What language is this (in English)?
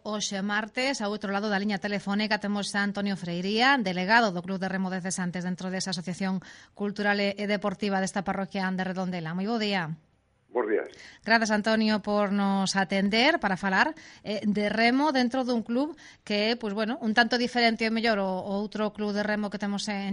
Galician